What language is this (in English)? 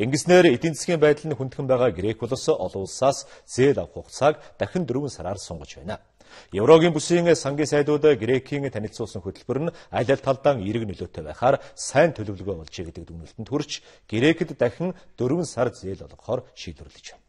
Mongolian